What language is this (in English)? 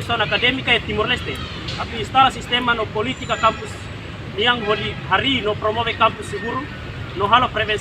Tetum